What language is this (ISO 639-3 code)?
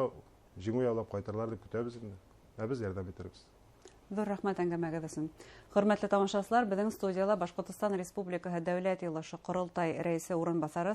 bak